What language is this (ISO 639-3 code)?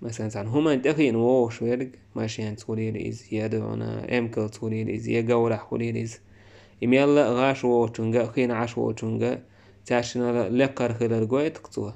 che